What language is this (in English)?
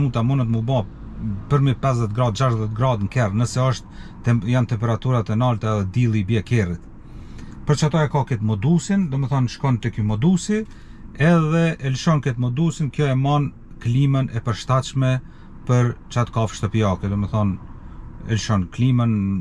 Albanian